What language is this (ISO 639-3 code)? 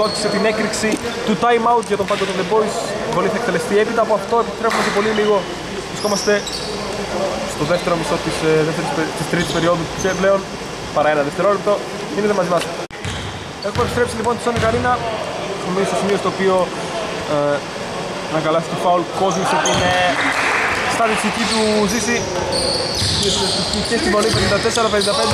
ell